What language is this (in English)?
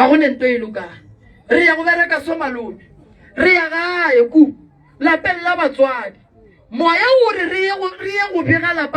Northern Sotho